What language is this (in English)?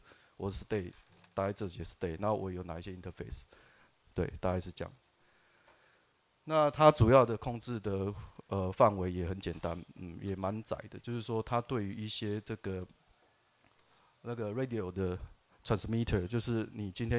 Chinese